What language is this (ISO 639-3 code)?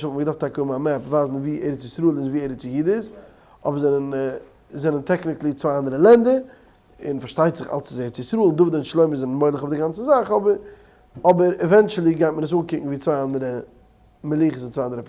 yid